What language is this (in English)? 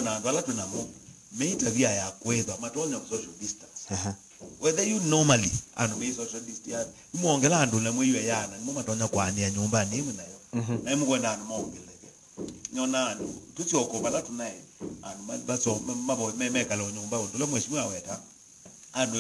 Kamba